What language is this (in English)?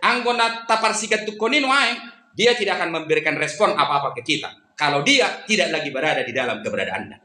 Batak Toba